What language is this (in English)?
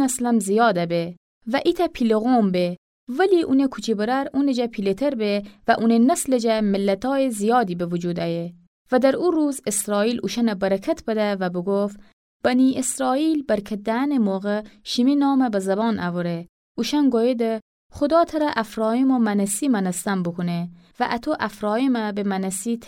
Gilaki